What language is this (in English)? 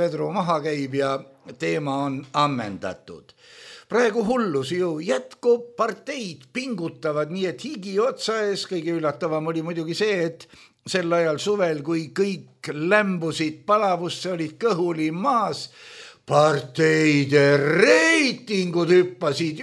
Estonian